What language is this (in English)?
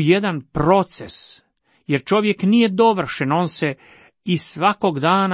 Croatian